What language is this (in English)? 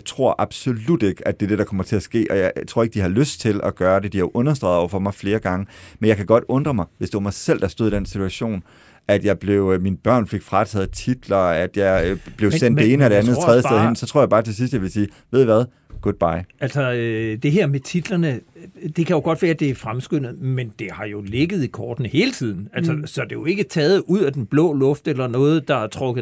Danish